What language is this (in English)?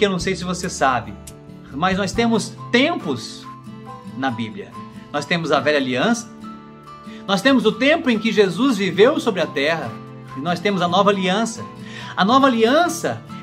Portuguese